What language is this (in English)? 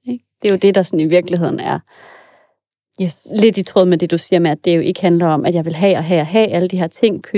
Danish